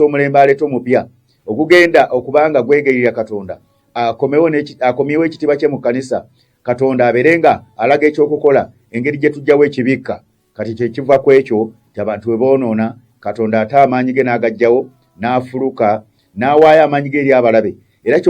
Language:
Ganda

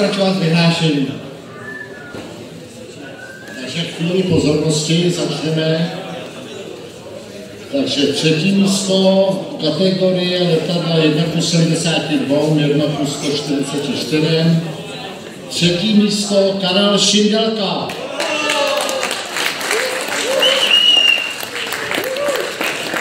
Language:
Czech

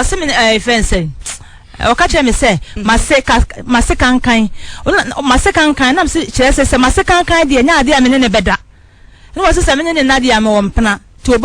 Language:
Akan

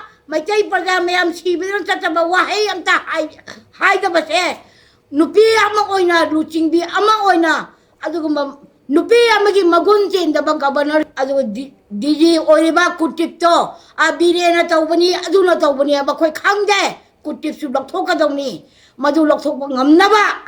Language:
Manipuri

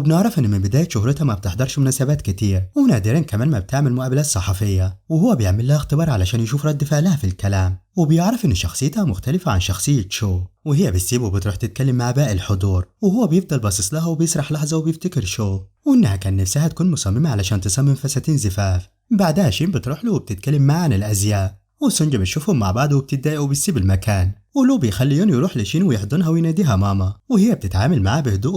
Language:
Egyptian Arabic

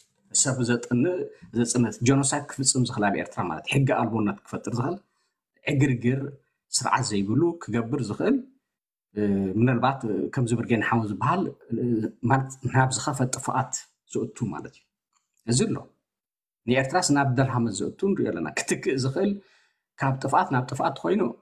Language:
Tigrinya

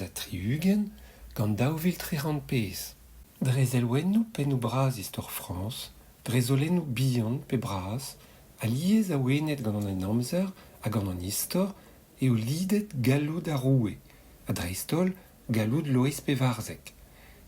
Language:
Breton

